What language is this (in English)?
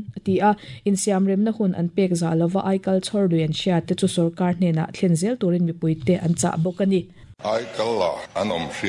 Mizo